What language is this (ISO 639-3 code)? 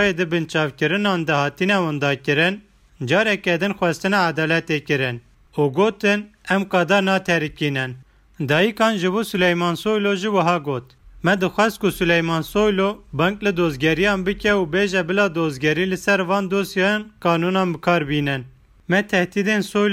kur